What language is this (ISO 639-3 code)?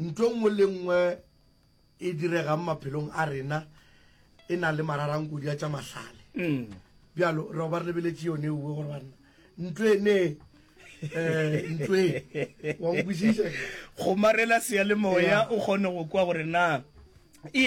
nso